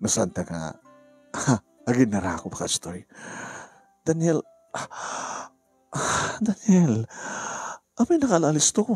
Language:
Iloko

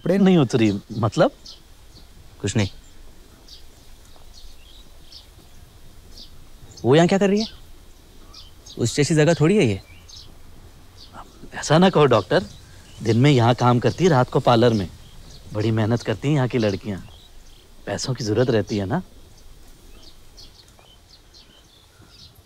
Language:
Hindi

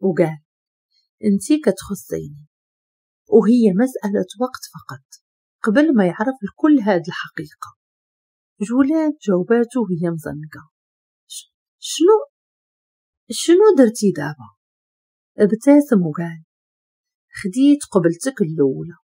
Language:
Moroccan Arabic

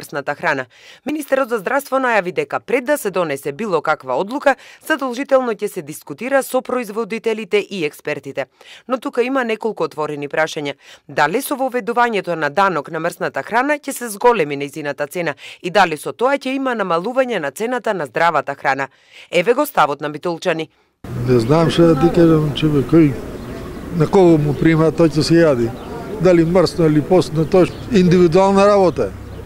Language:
Macedonian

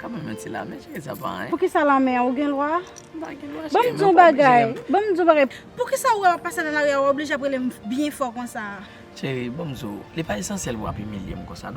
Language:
Haitian Creole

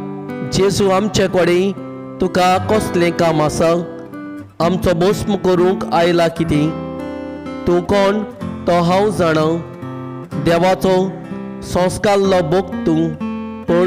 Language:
Konkani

